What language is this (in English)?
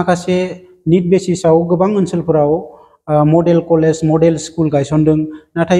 Bodo